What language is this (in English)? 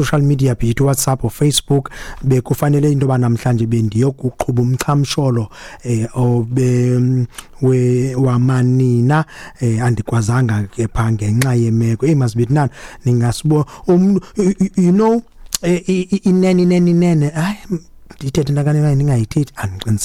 Xhosa